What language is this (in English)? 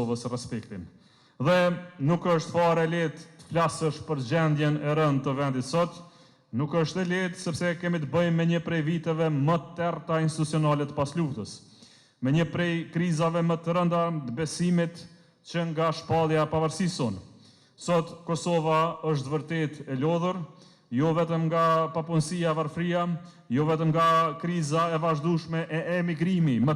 Albanian